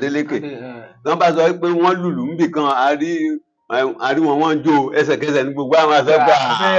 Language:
Yoruba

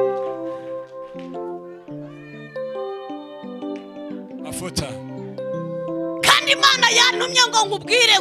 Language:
Kinyarwanda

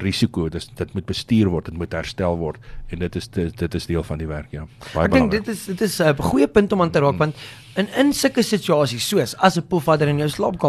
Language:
Afrikaans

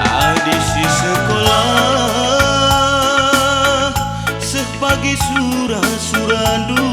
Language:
Batak Karo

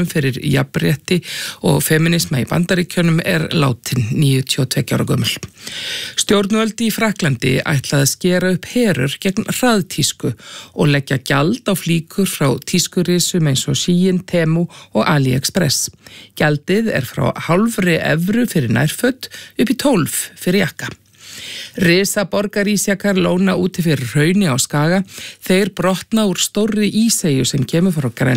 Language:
Icelandic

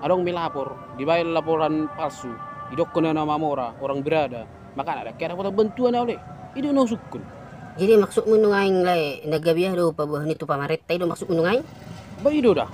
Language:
Batak Toba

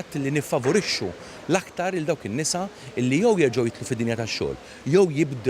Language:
Maltese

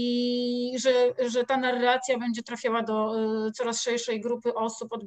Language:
Polish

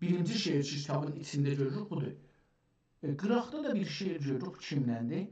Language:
South Azerbaijani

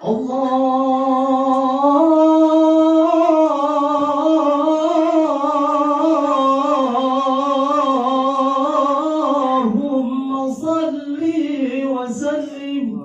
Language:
Betawi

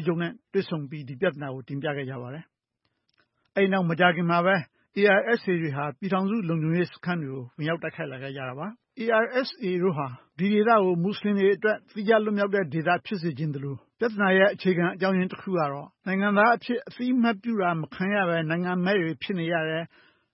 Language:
Burmese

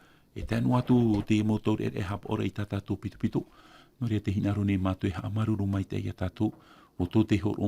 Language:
Tahitian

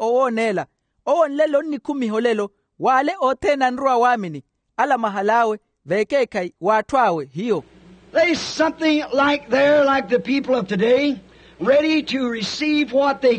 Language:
Makhuwa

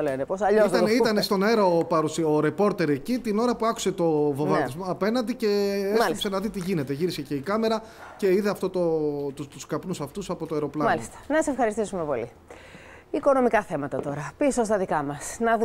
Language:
Greek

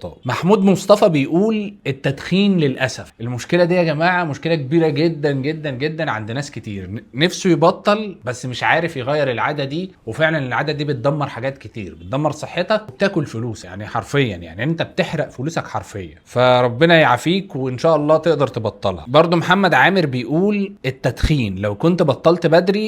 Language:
Egyptian Arabic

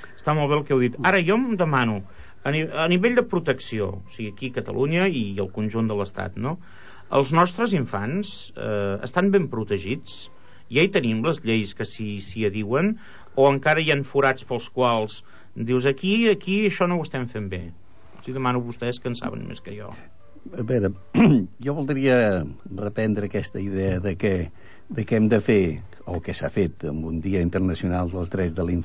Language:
Catalan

